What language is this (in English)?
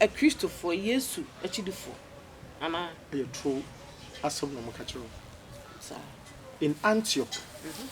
Akan